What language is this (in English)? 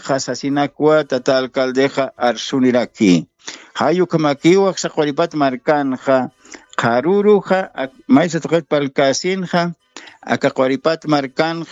Aymara